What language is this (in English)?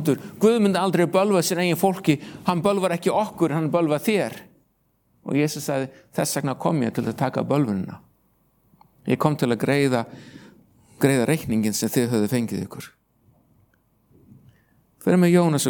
Icelandic